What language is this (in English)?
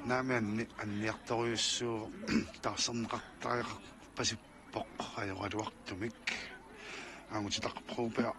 Kalaallisut